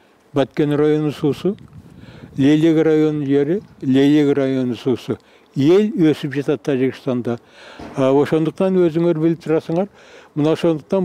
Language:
Kyrgyz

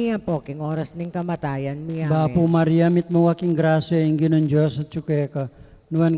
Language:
Pampanga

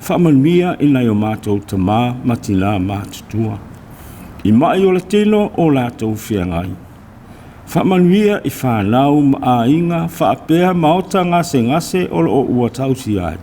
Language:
Samoan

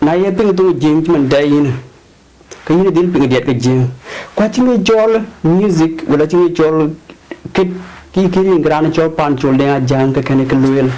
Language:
Dinka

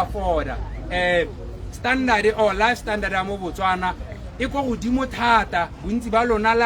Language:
Tswana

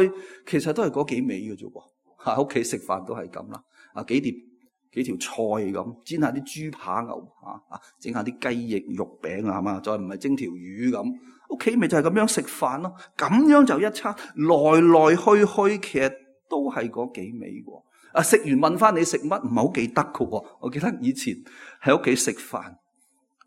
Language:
Cantonese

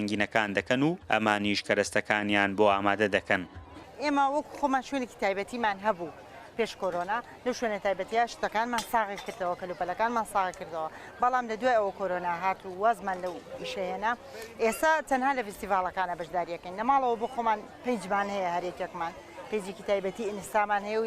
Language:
Central Kurdish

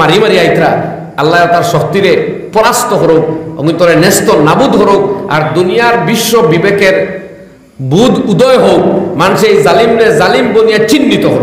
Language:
Sylheti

